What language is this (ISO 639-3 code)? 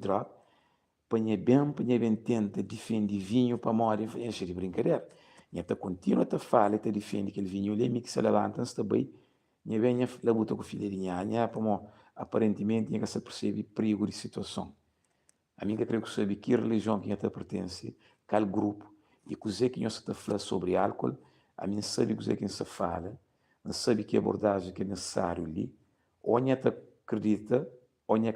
kea